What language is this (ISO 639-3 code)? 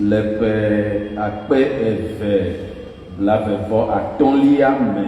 ewe